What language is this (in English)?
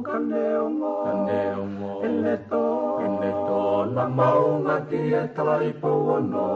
Tongan